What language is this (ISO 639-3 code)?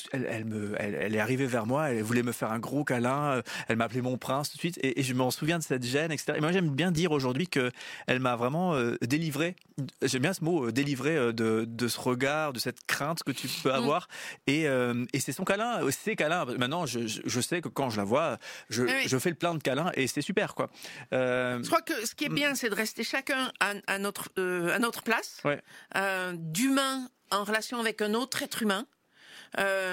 fra